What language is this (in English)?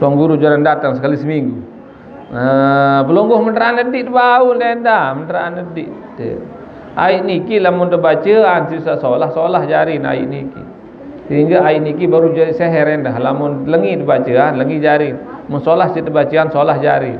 Sasak